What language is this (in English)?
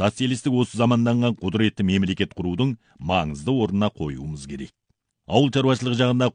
Kazakh